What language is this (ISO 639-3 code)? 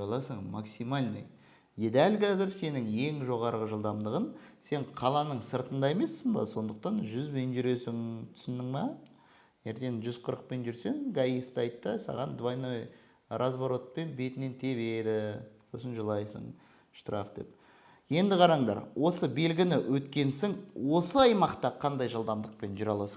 kaz